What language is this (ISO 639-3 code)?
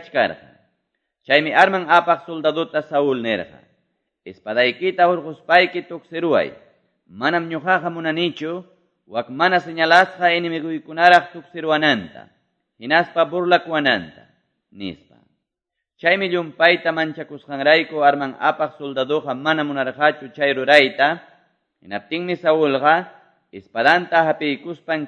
que